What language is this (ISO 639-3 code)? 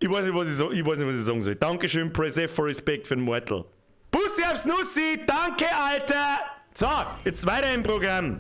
bar